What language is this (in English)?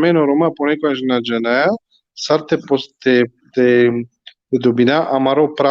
Balkan Romani